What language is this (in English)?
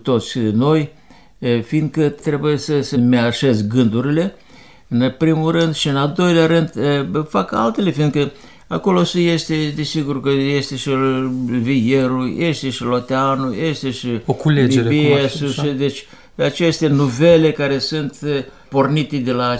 Romanian